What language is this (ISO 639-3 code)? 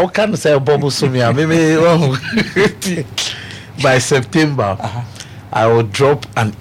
aka